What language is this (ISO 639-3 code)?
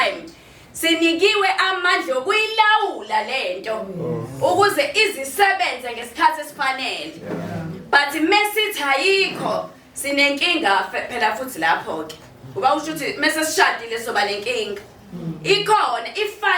zul